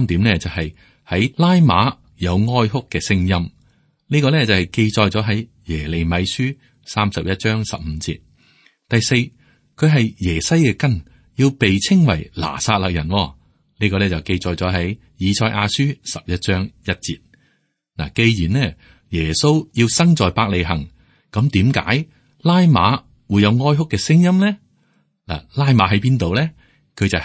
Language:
Cantonese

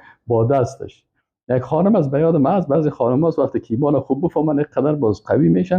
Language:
Persian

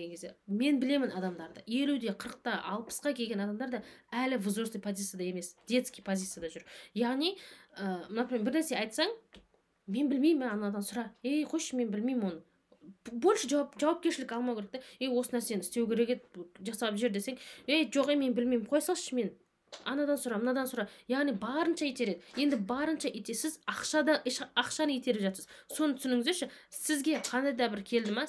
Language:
Kazakh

